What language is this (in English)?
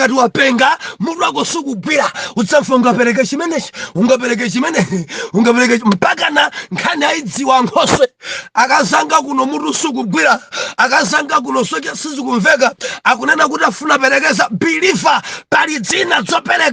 Nyanja